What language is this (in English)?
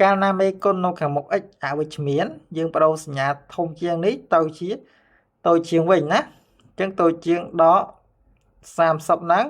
Khmer